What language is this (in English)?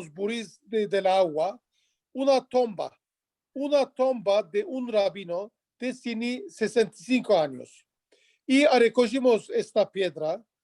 Ladino